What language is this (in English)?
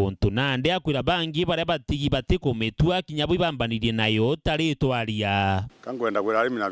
Meru